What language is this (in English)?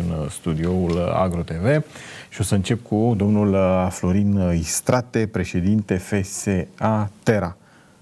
Romanian